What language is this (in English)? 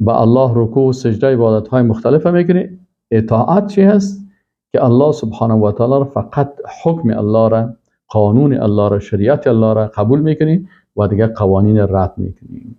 Persian